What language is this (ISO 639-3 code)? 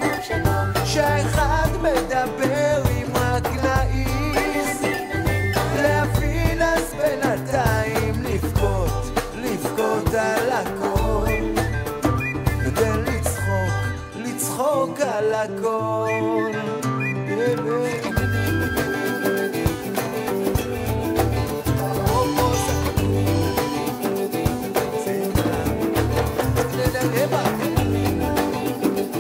heb